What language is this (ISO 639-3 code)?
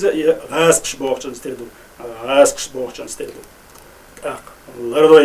che